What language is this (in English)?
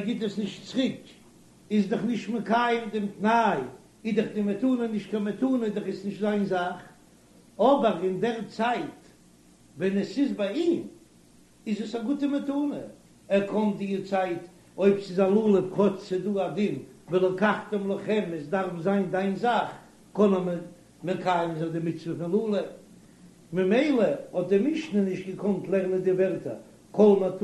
Yiddish